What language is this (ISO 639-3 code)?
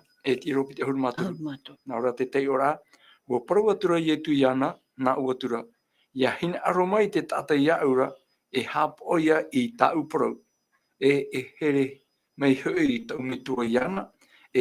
tah